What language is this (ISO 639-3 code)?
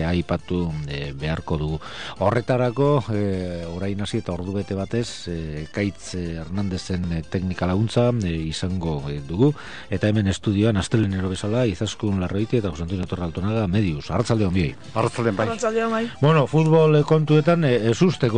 eus